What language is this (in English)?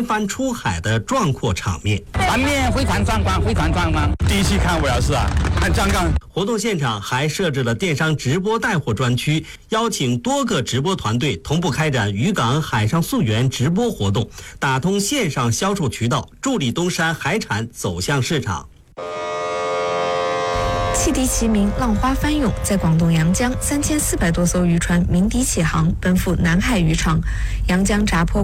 Chinese